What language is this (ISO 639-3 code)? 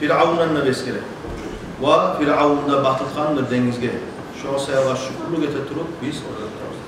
kum